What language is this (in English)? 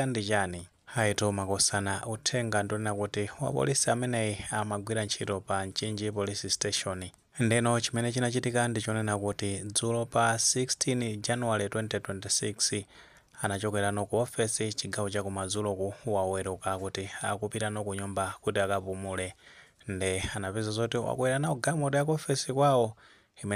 Nyanja